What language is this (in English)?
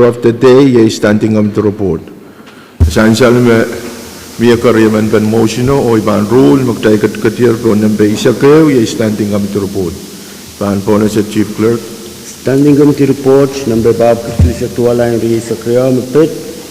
Pohnpeian